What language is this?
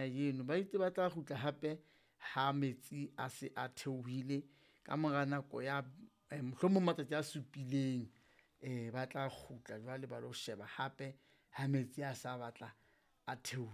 Southern Sotho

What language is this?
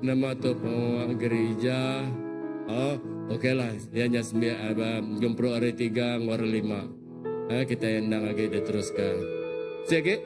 Iban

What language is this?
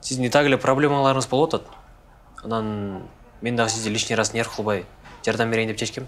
Kyrgyz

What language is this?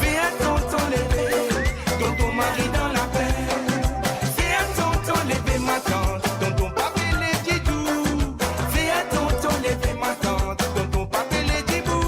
Morisyen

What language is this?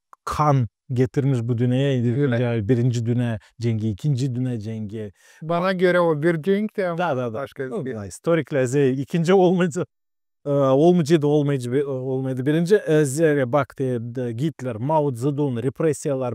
Gagauz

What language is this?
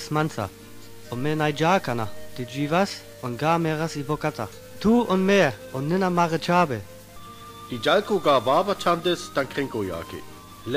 Sinte Romani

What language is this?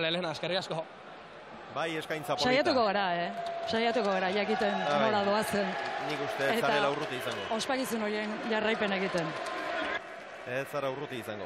Basque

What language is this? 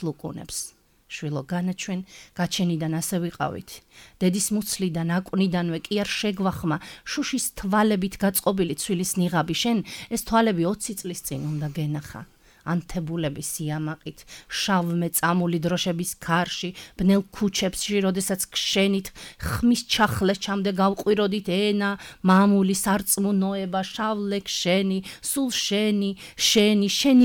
Georgian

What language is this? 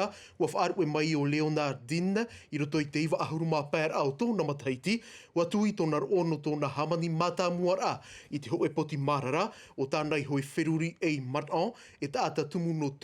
Tahitian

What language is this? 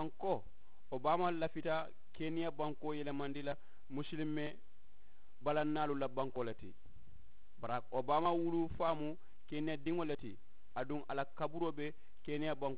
Mandingo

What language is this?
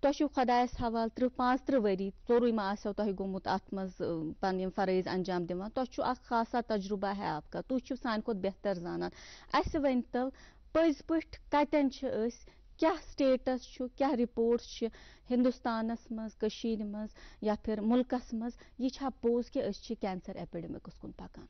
Kashmiri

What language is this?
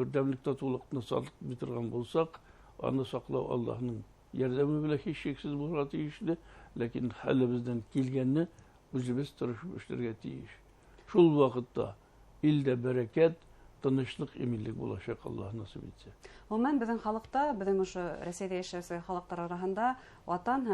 Bashkir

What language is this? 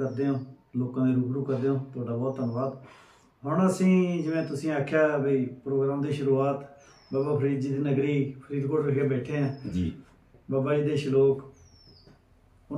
Punjabi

